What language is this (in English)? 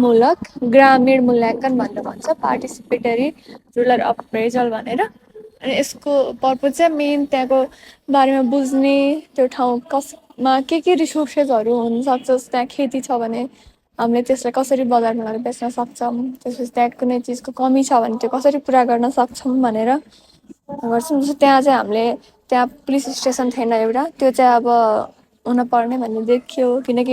Nepali